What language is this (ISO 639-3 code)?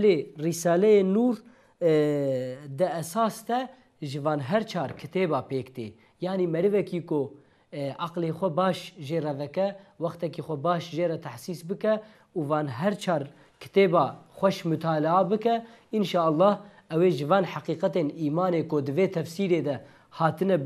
kur